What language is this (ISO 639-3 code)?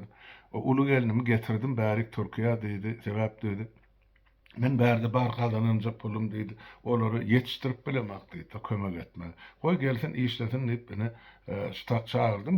tuk